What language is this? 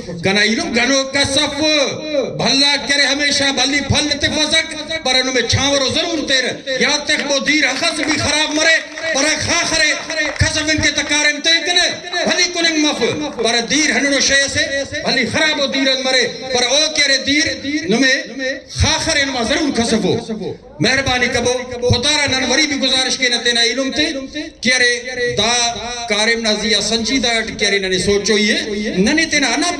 Brahui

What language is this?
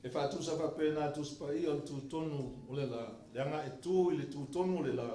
Samoan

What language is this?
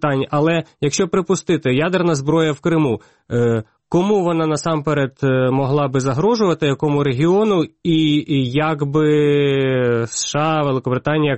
Ukrainian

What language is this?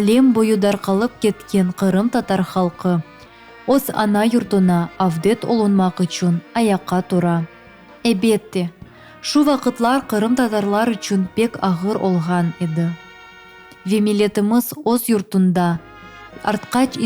Crimean Tatar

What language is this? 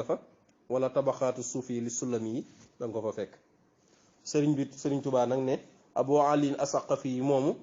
Wolof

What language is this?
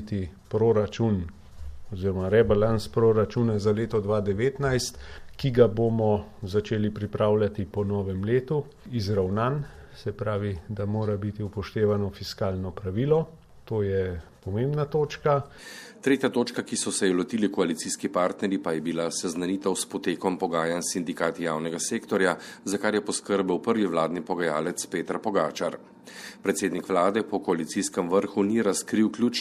Slovenian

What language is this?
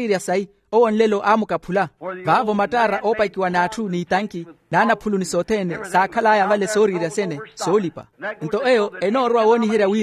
Makhuwa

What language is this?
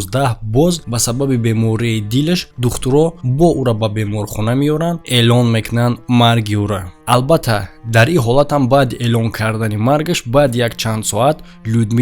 Tajik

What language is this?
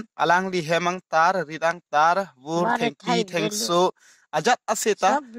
Karbi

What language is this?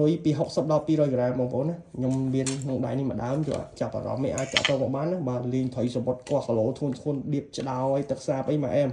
Khmer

